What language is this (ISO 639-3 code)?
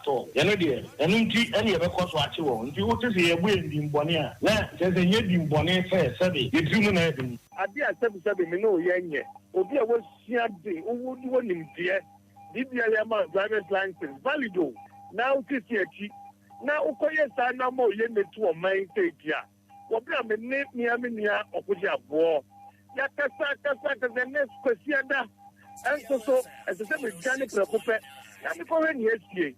aka